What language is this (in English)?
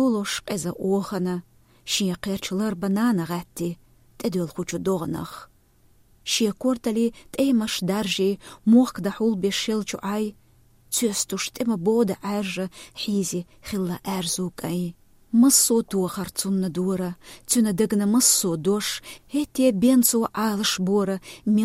Chechen